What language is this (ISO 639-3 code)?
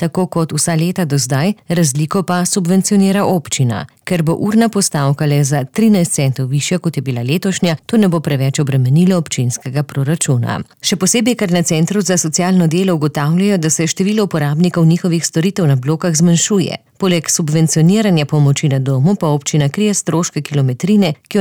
slv